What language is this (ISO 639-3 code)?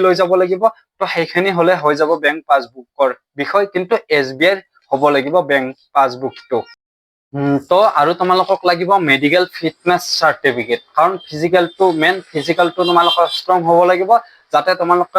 asm